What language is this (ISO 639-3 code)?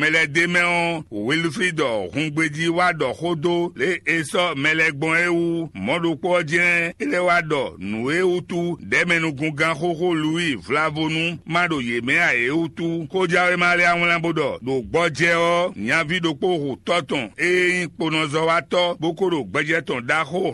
fon